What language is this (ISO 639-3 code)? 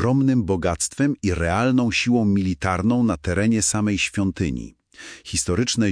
pol